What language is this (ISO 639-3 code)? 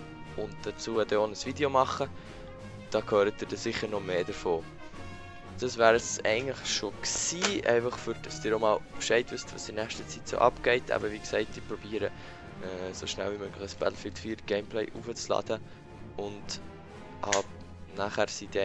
gsw